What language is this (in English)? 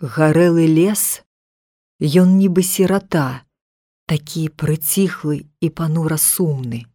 Belarusian